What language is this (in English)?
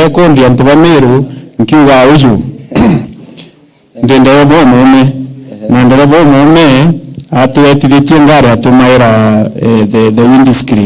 Meru